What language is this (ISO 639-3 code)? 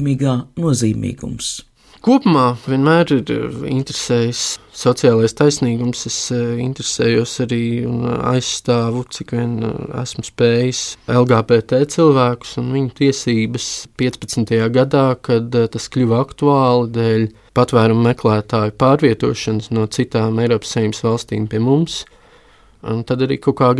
lav